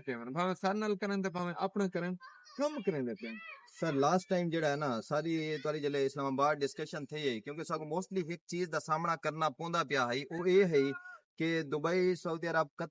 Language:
Saraiki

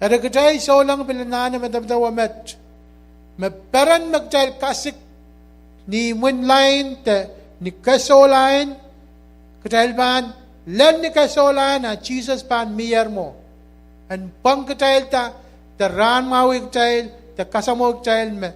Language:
Pohnpeian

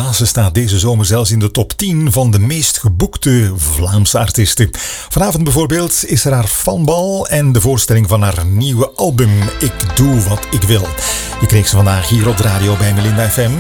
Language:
Dutch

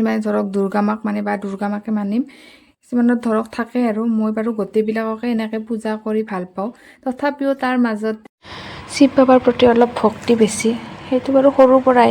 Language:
Assamese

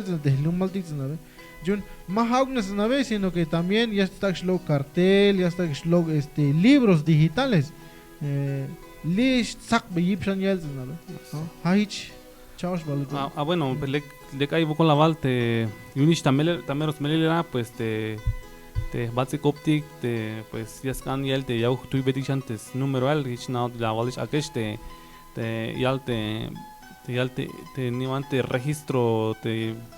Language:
Tzeltal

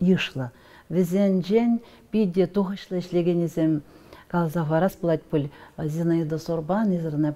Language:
Chuvash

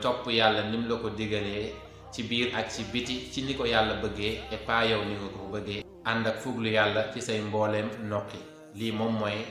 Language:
Wolof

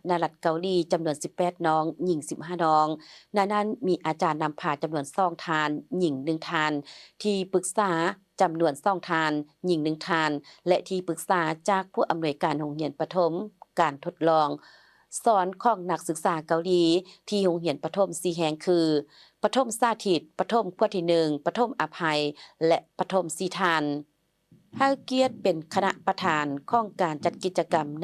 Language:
Lao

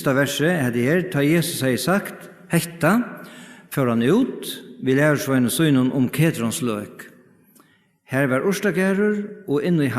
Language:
Faroese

